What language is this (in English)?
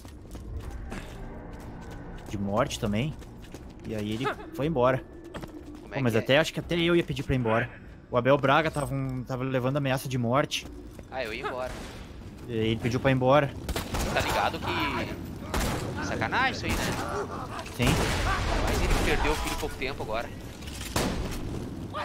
Portuguese